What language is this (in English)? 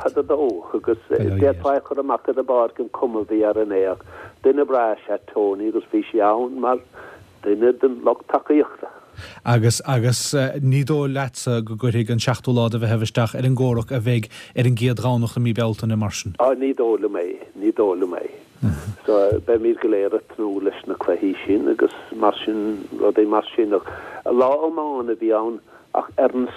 Irish